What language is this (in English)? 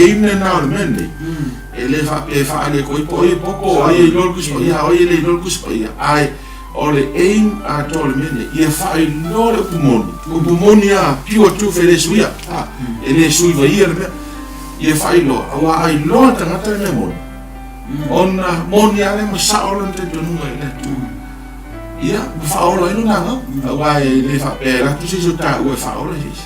Samoan